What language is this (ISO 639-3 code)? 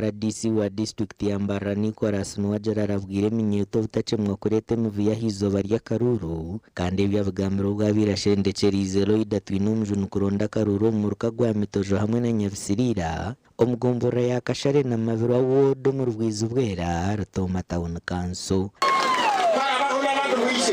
nyn